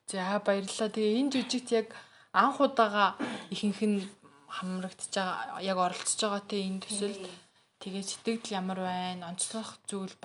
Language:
Mongolian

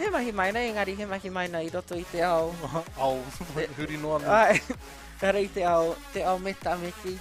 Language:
Māori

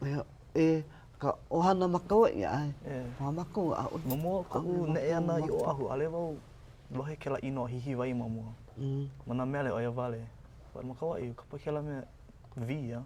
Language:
Hawaiian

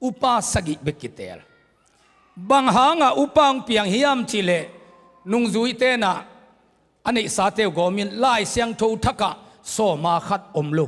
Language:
Tedim Chin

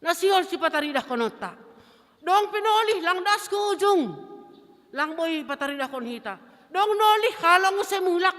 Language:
Batak Simalungun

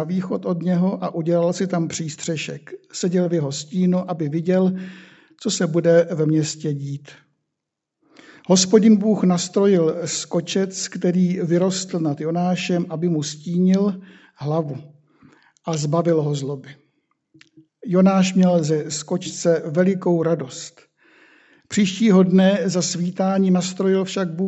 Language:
Czech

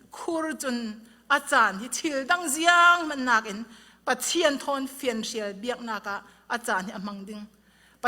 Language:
Falam Chin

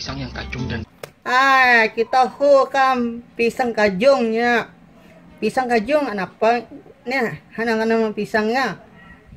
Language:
Banjar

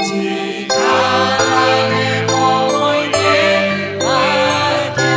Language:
Kikuyu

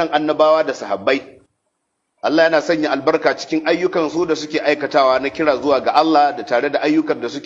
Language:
Hausa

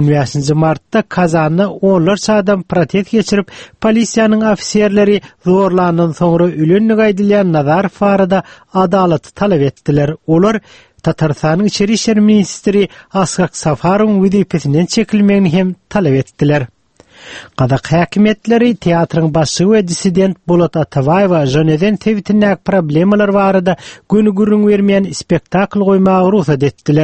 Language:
Turkmen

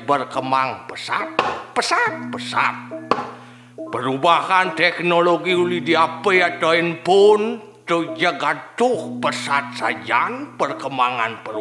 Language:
Balinese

